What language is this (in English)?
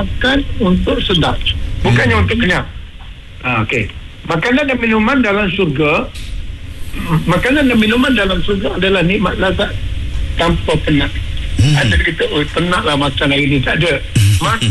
Malay